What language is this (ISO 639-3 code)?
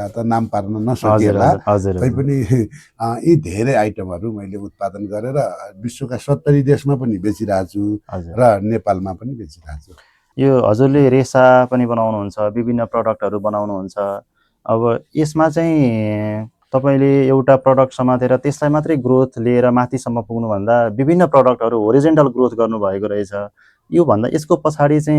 nep